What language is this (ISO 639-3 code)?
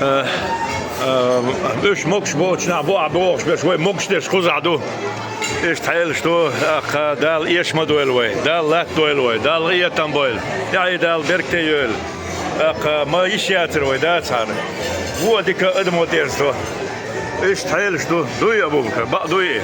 che